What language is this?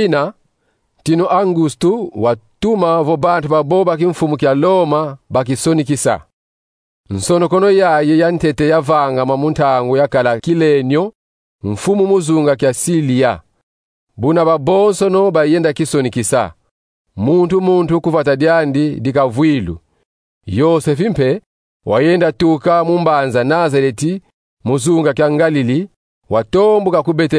Kongo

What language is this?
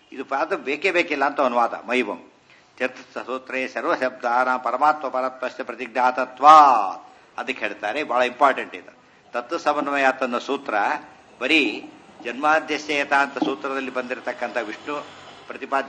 Kannada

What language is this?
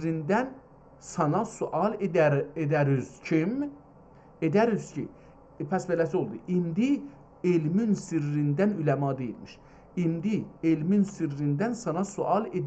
South Azerbaijani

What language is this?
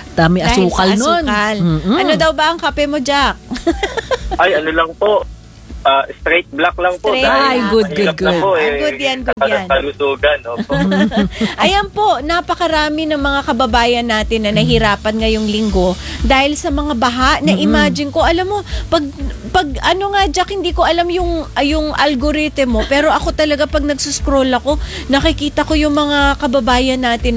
Filipino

